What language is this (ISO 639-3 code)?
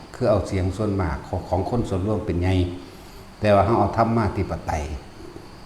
tts